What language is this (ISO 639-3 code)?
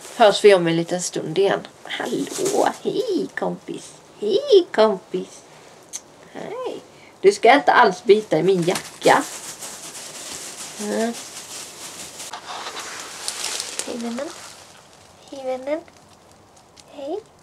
swe